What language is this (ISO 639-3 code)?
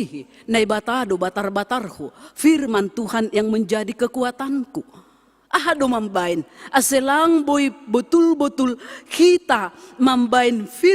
bts